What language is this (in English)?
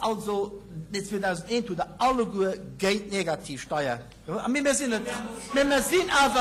Luxembourgish